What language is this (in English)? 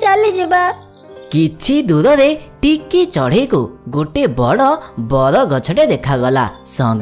Odia